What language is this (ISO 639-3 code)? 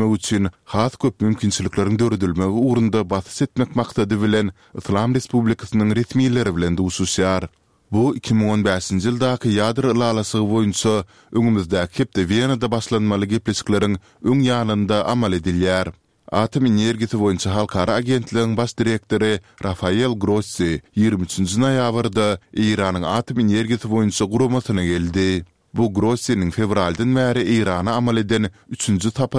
tuk